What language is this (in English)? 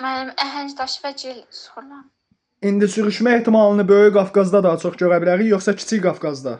Azerbaijani